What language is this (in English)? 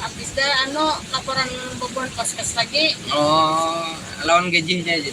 Banjar